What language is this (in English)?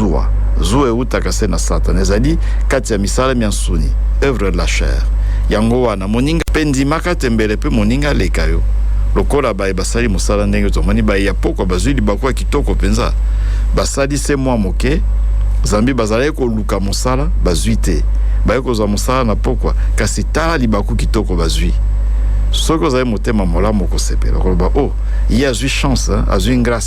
Lingala